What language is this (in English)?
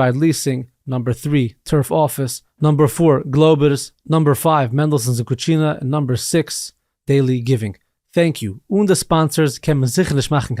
Yiddish